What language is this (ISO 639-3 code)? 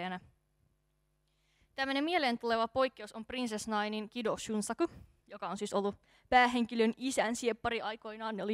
fin